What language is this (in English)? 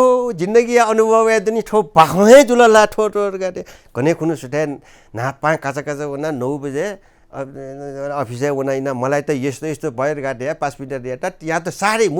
Newari